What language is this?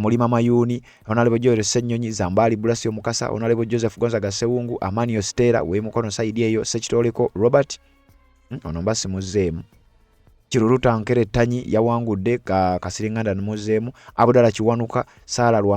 Ganda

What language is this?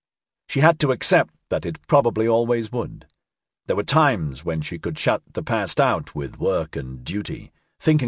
English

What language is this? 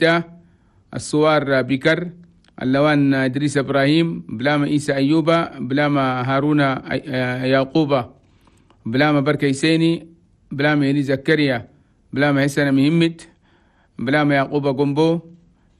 Chadian Arabic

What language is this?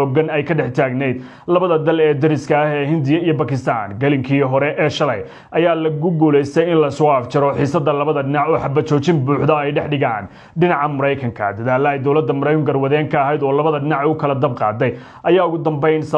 Somali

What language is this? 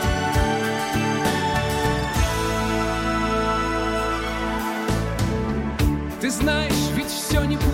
Russian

